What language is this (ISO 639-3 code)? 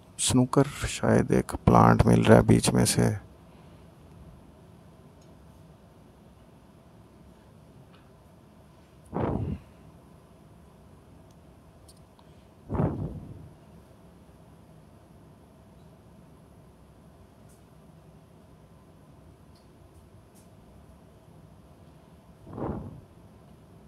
hin